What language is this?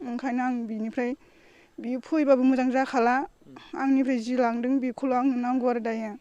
Bodo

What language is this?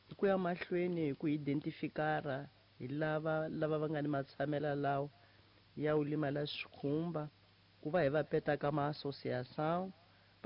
Tsonga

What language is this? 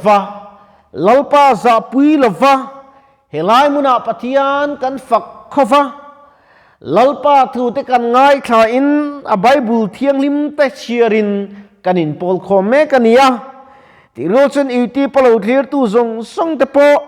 Mizo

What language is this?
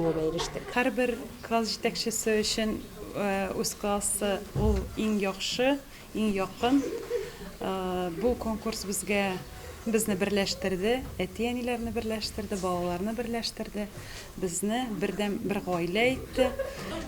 Tatar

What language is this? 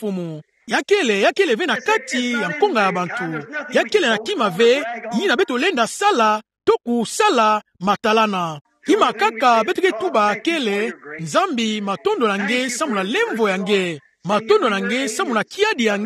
Kituba (Democratic Republic of Congo)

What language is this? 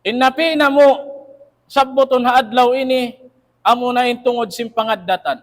Tausug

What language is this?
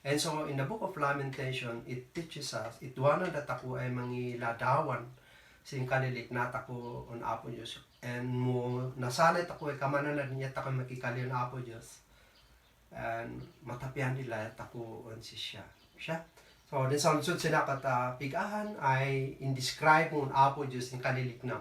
Kankanaey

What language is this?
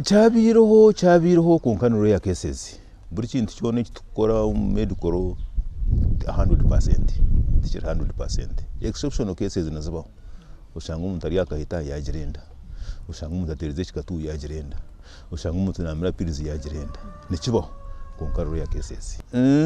Nyankole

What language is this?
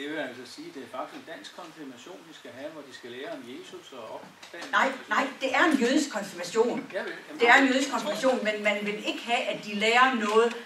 Danish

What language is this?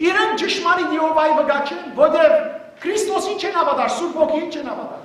Western Armenian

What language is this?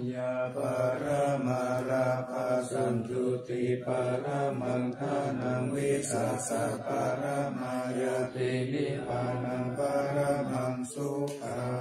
Pali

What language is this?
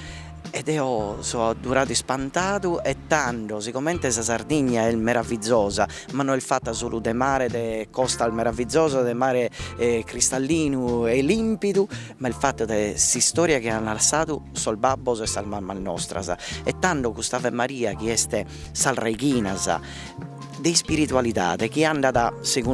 Sardinian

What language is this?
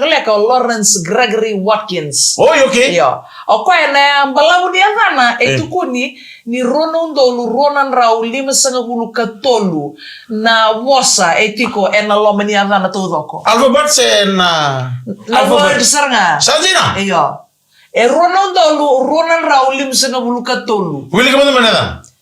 Fijian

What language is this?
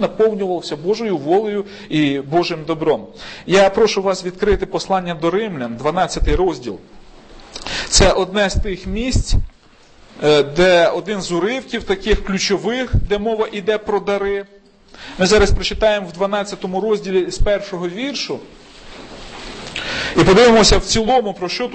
Ukrainian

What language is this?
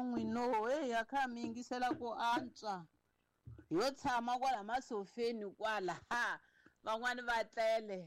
Tsonga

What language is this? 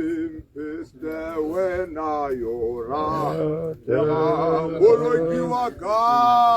Tswana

